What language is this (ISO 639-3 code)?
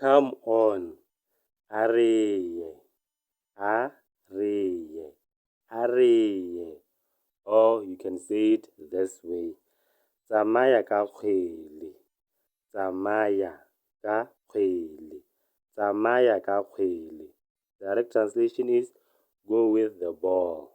tsn